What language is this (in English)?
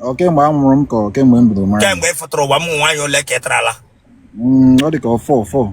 Igbo